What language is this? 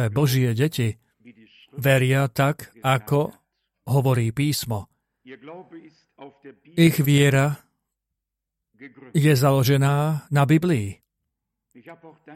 Slovak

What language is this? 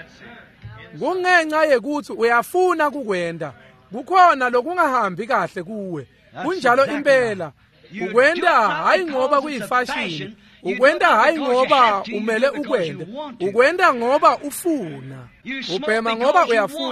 Swati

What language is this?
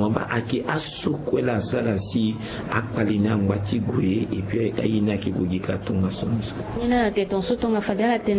Sango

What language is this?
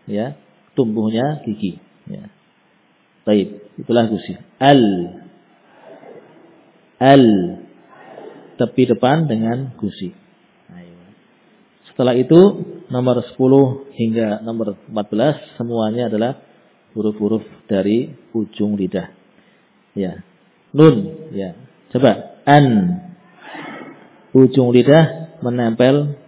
Indonesian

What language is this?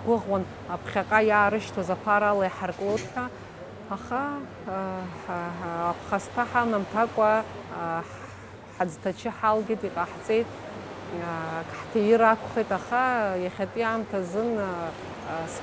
Abkhazian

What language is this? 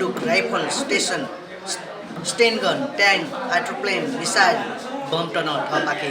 Newari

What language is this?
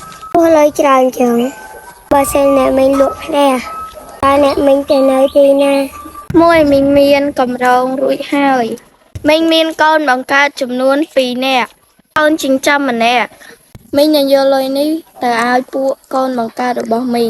Khmer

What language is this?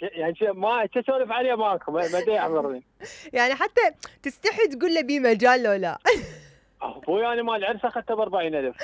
Mesopotamian Arabic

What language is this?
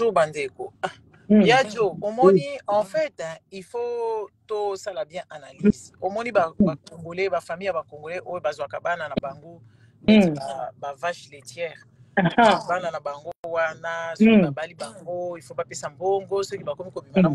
Lingala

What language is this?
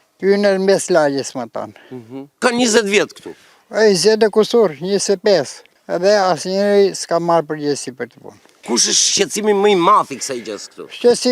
Albanian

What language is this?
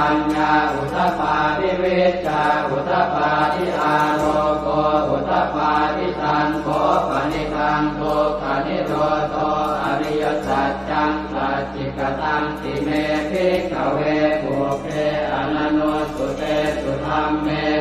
Pali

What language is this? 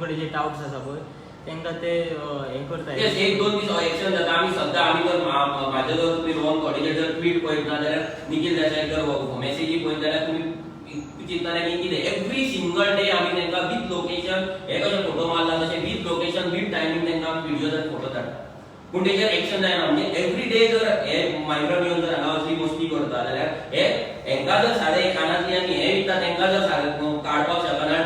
Konkani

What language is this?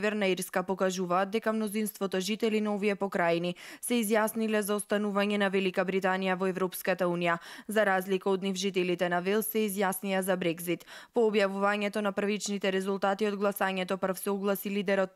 Macedonian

